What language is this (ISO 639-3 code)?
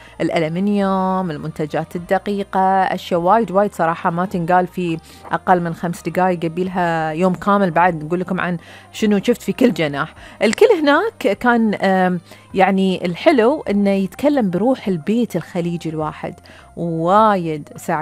afb